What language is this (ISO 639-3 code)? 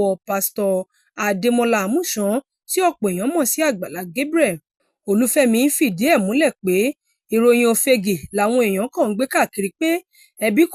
yor